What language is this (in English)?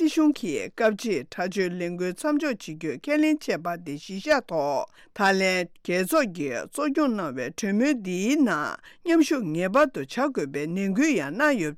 Tibetan